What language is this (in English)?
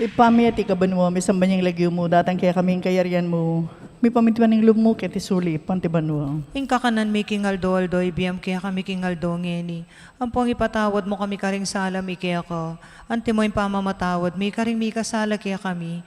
Pampanga